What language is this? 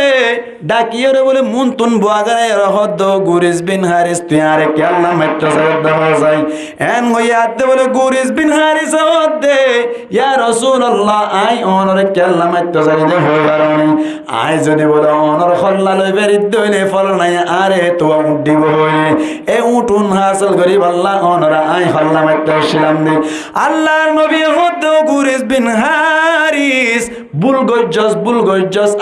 Rohingya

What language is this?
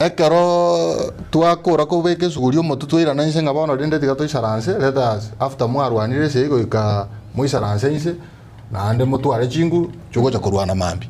Gusii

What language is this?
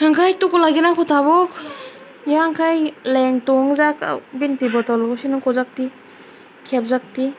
Kok Borok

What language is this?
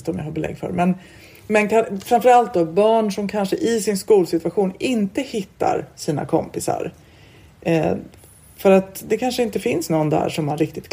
Swedish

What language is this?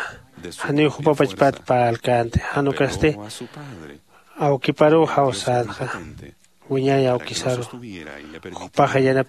Aymara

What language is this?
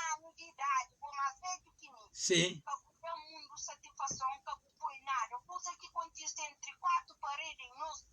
Kabuverdianu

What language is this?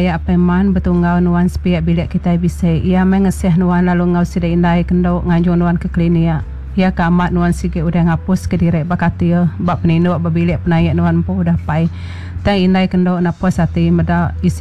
Iban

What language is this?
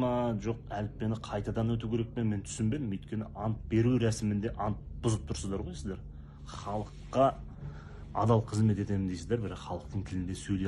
Kazakh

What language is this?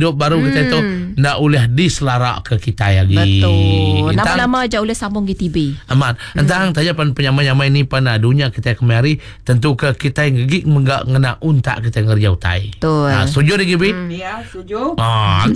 Iban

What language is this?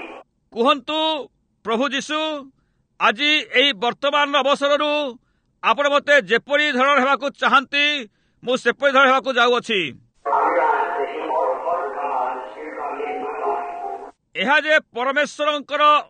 Odia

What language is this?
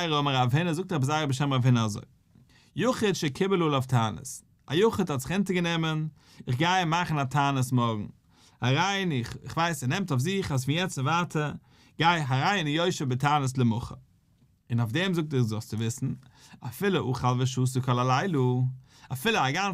Yiddish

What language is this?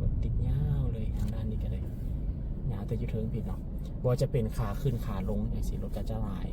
Lao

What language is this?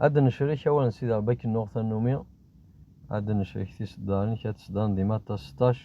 Kabyle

